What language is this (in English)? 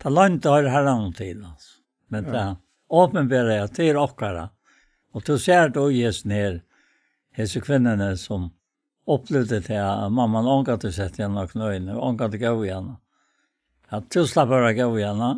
Faroese